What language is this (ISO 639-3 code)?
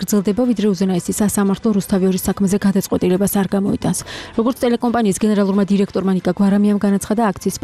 kat